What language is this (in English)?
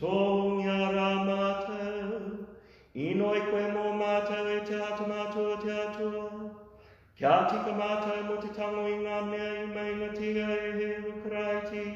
Māori